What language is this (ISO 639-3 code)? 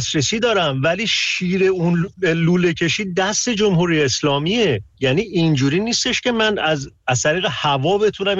fas